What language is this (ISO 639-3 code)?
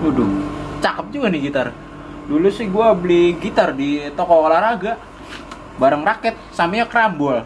bew